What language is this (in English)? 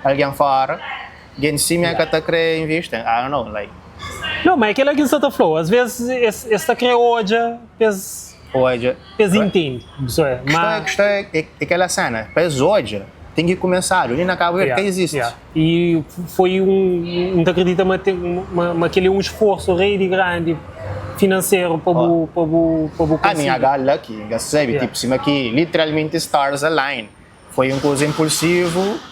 Kabuverdianu